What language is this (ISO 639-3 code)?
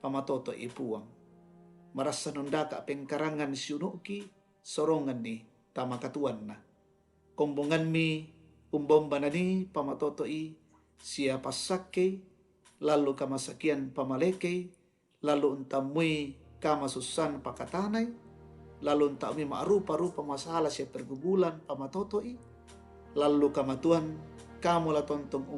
sda